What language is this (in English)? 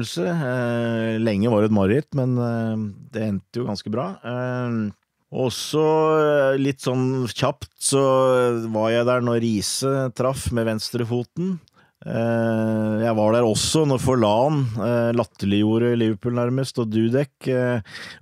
Norwegian